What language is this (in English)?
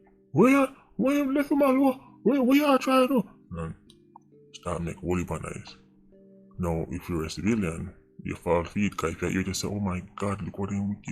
Jamaican Creole English